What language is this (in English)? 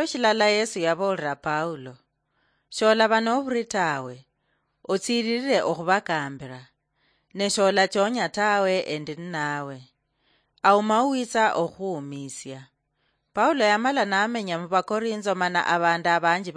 Luyia